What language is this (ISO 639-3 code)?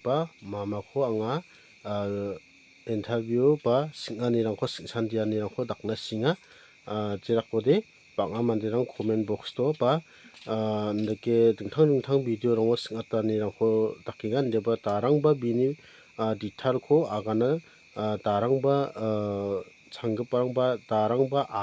grt